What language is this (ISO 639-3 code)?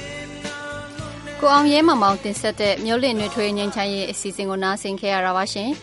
mya